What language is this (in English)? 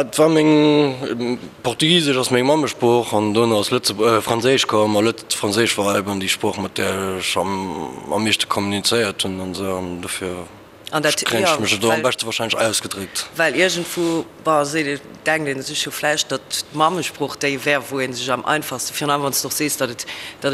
Luxembourgish